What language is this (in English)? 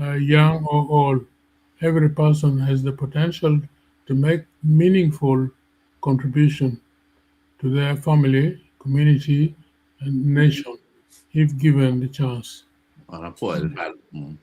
Acoli